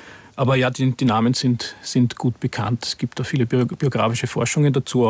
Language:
German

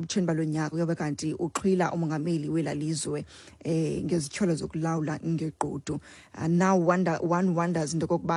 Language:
Xhosa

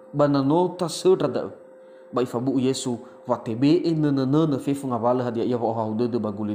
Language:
Nias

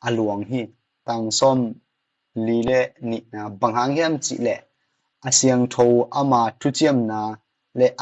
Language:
Tedim Chin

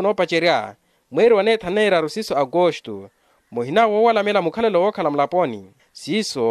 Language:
Makhuwa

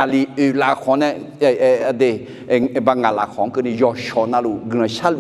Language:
Akha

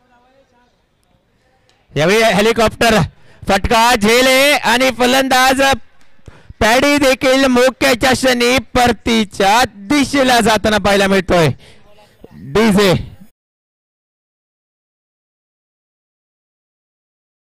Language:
Marathi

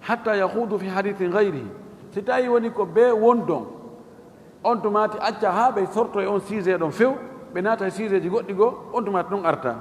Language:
Fula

